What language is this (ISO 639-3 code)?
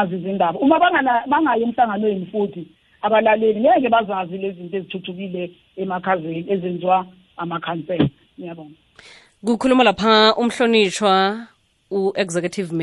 nbl